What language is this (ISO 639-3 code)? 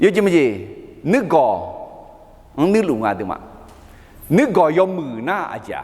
ahk